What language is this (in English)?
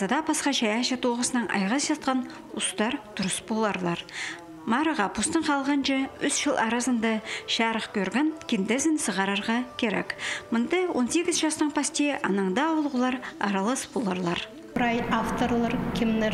Khakas